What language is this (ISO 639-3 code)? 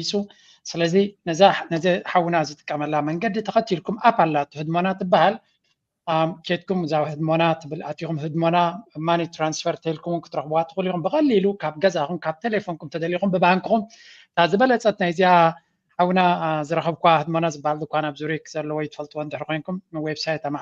tir